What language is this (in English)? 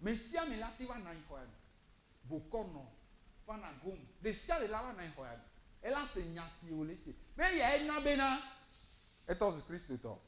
Ewe